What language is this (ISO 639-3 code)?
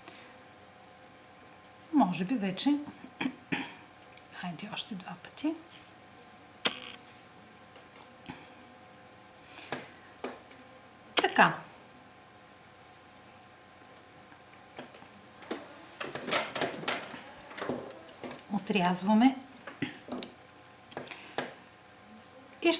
bul